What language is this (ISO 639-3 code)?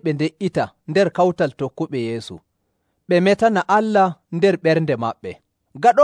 fuv